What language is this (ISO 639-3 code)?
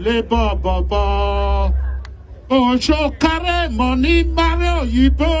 pcm